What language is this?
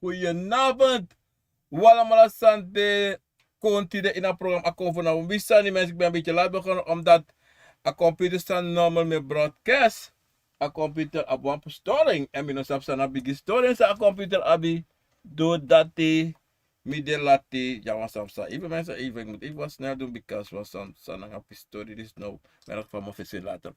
Sranan Tongo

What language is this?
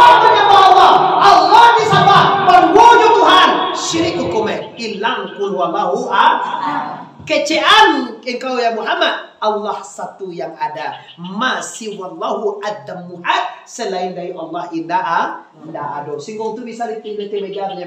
Minangkabau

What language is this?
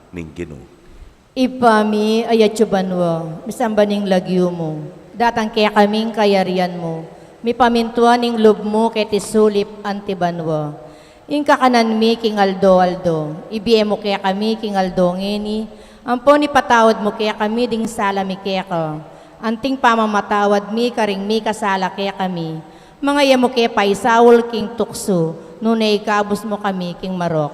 Pampanga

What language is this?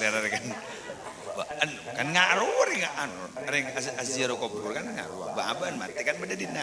Madurese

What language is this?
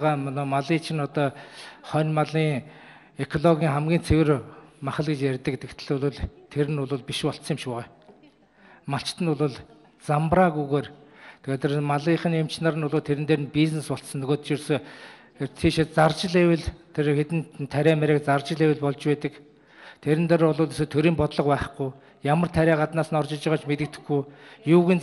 Mongolian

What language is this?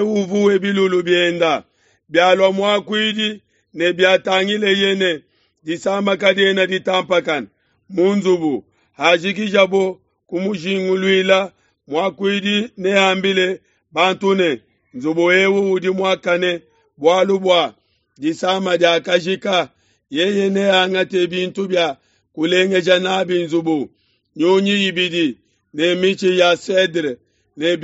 Luba-Lulua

